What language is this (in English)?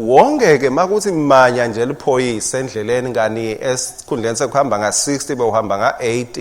Swati